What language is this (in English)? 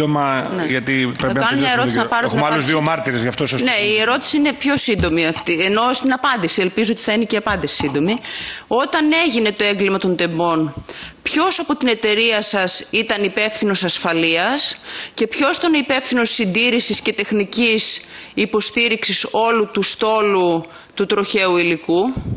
Greek